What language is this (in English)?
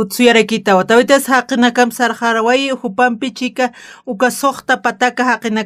Aymara